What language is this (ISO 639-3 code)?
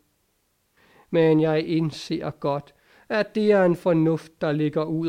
dan